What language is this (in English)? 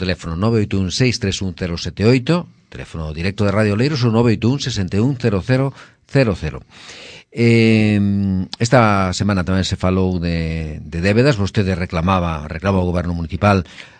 Galician